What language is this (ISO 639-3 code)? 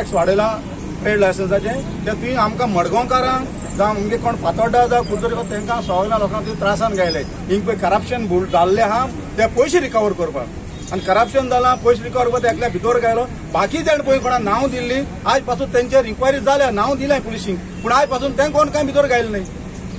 kok